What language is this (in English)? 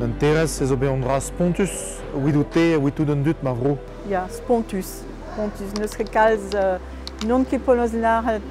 Breton